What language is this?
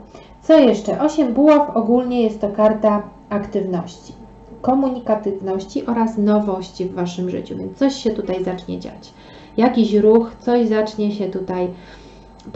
Polish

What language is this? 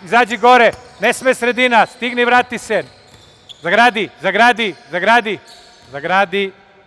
Serbian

